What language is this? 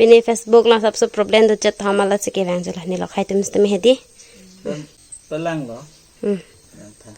Karbi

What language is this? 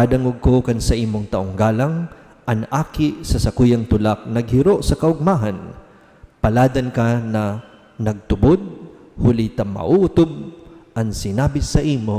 Bikol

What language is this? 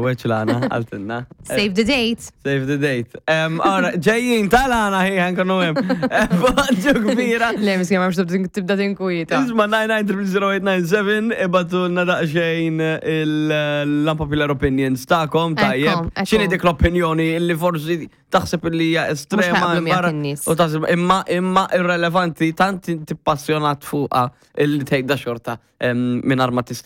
Maltese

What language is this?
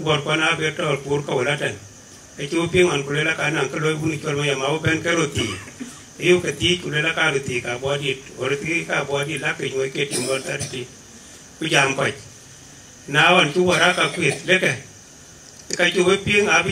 Dinka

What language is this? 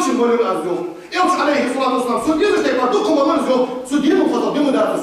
Ingush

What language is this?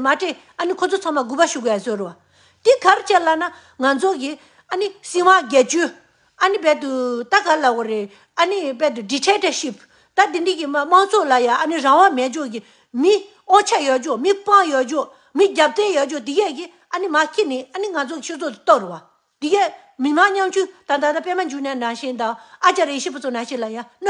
Tibetan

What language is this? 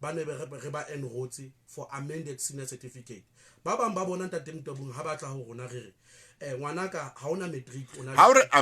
Southern Sotho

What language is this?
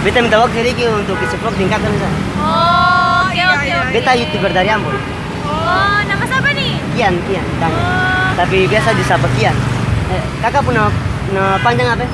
Ambonese Malay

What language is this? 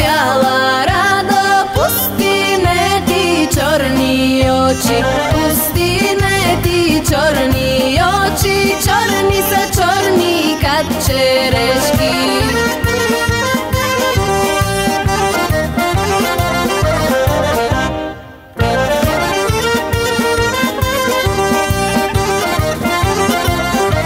Bulgarian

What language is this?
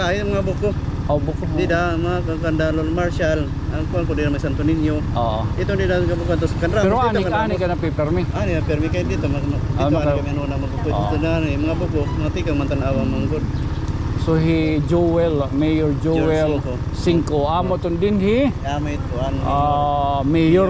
Waray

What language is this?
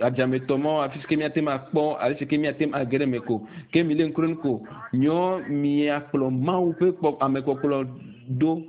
Ewe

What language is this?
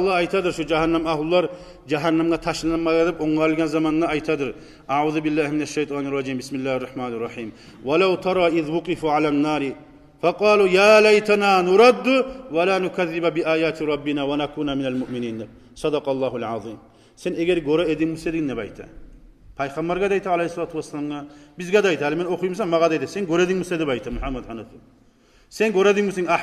Kumyk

